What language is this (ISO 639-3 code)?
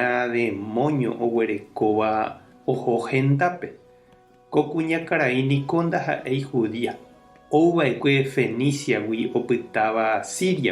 grn